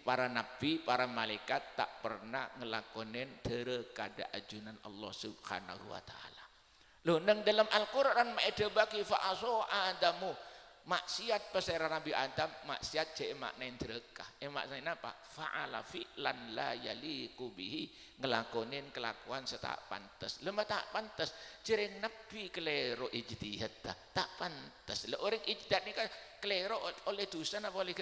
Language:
Madurese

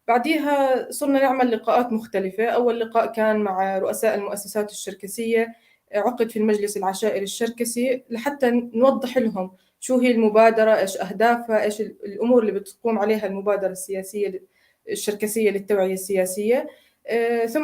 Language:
North Levantine Arabic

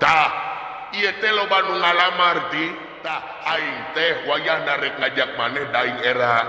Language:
Sundanese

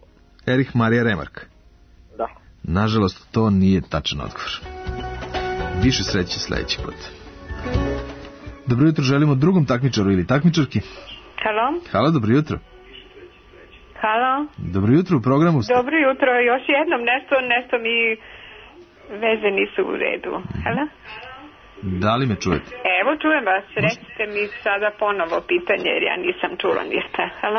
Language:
Serbian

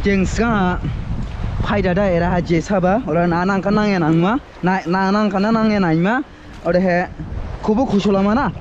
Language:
Dimasa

